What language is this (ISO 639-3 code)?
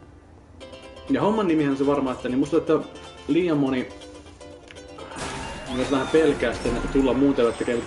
fin